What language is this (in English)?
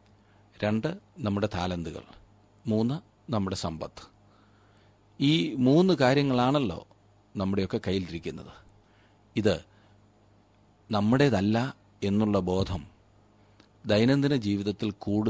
Malayalam